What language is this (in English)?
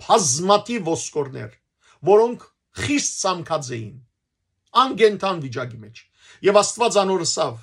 Western Armenian